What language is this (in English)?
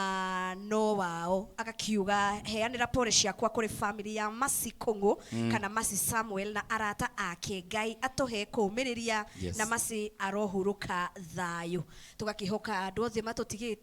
Kikuyu